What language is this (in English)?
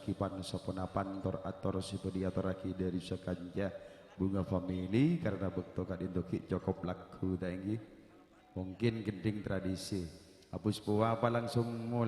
Madurese